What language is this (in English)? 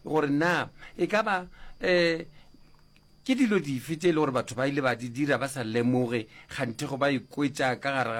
Northern Sotho